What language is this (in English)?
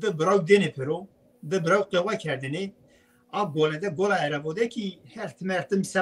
Zaza